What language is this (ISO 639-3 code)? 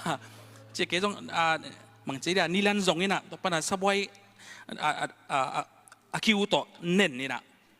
ctd